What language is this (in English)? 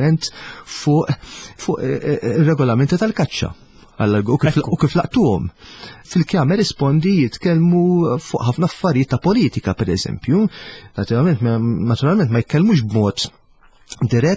Maltese